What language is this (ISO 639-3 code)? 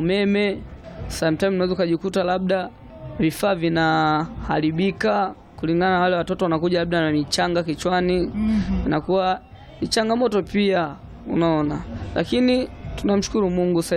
swa